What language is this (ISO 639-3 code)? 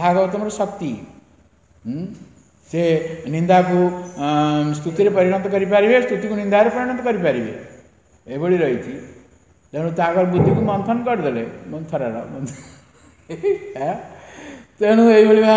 ori